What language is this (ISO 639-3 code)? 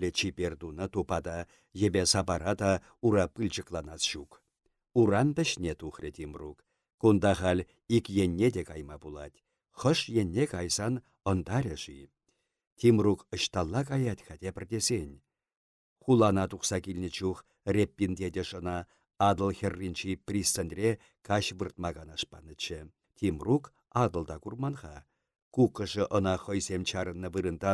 chv